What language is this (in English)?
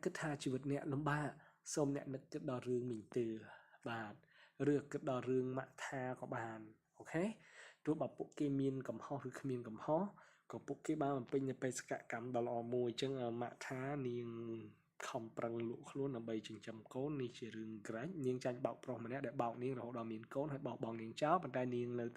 Khmer